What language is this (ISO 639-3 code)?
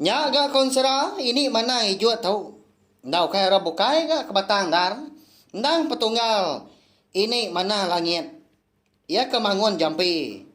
iba